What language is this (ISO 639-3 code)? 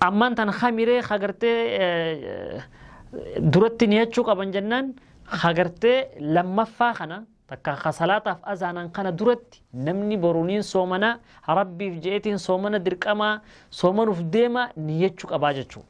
orm